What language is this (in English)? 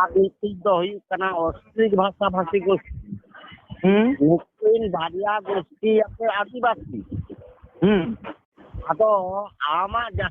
Santali